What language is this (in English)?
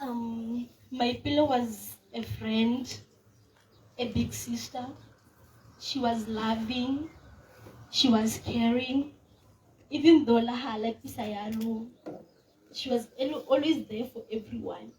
Tswana